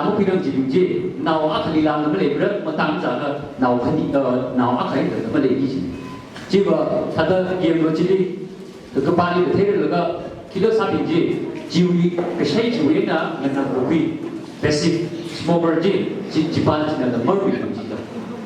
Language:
Tangkhul Naga (India)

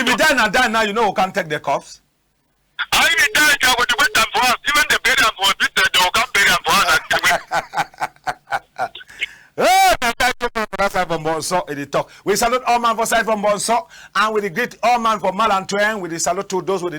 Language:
Cameroon Pidgin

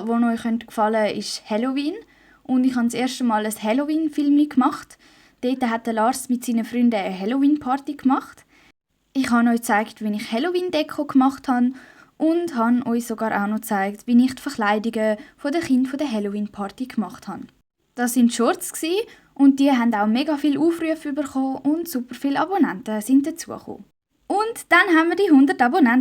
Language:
Swiss German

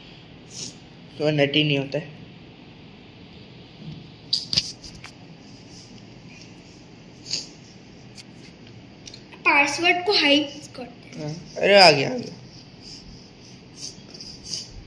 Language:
Hindi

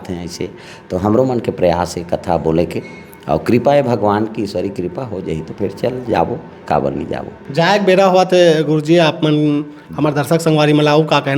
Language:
Chhattisgarhi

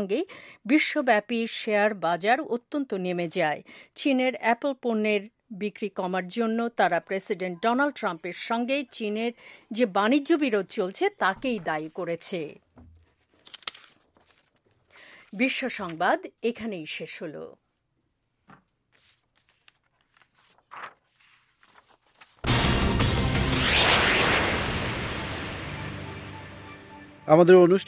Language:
Bangla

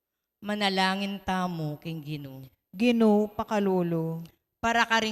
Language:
Pampanga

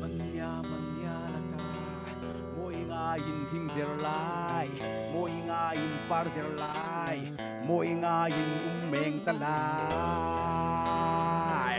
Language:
Falam Chin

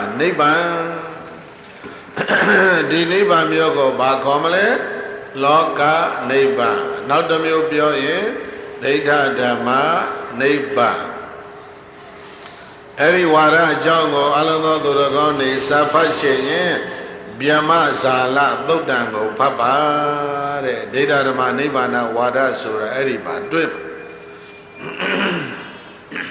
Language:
Burmese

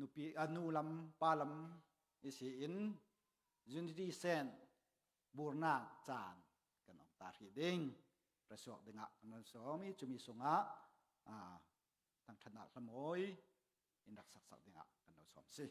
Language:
Falam Chin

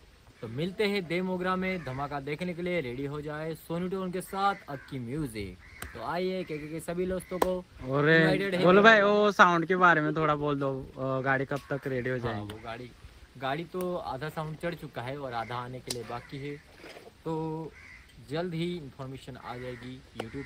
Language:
Hindi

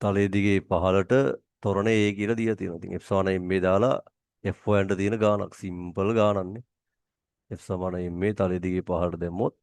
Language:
Sinhala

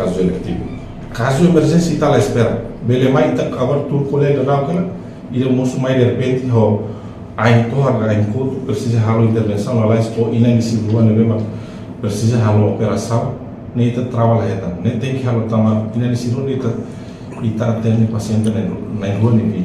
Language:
Tetum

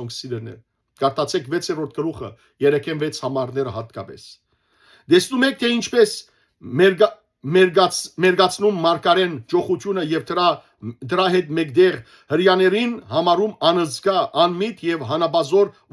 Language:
Western Armenian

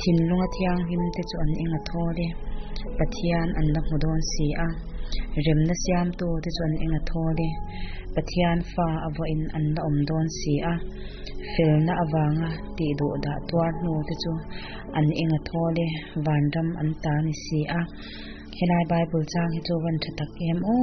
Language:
Mizo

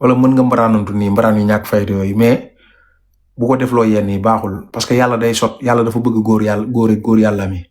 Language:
Wolof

